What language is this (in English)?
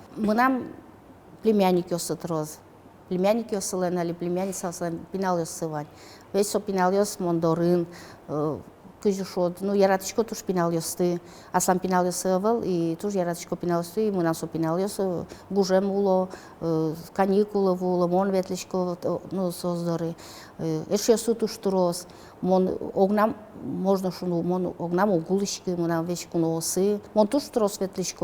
Udmurt